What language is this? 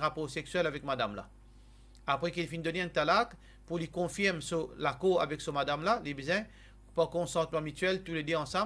Morisyen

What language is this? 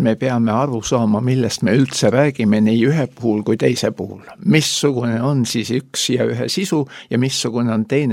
Estonian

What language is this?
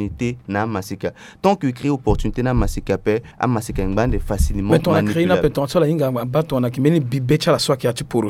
Sango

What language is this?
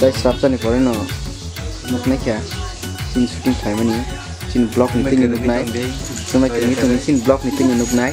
Kok Borok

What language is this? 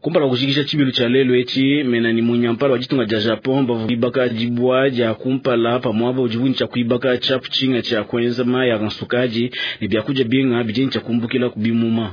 Luba-Lulua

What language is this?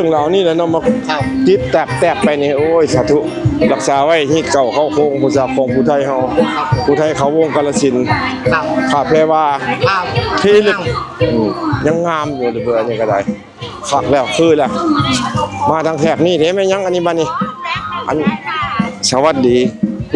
Northeastern Thai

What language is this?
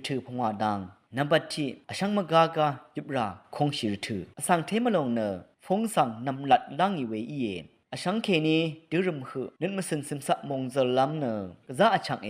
Rawang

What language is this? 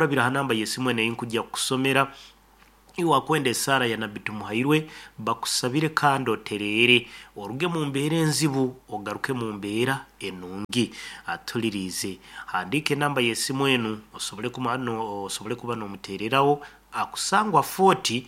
Nyoro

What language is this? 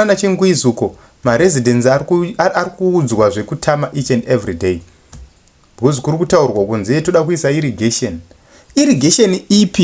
Shona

